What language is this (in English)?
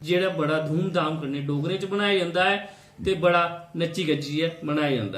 Dogri